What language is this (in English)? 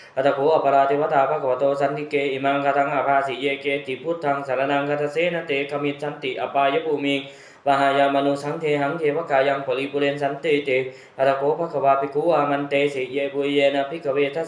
Pali